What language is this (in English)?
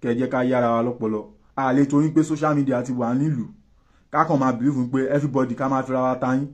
Yoruba